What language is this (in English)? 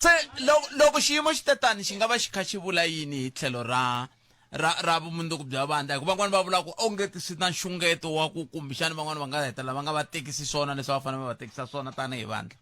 Tsonga